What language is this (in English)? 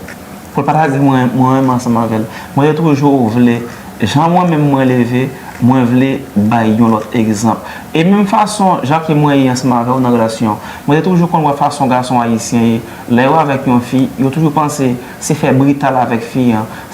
Haitian Creole